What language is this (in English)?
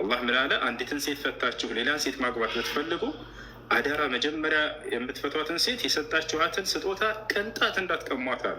Amharic